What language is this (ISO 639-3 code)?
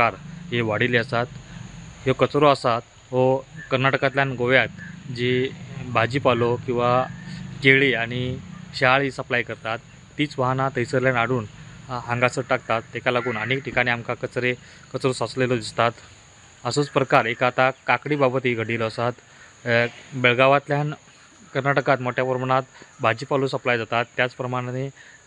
kok